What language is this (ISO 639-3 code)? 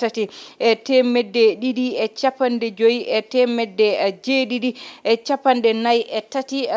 ful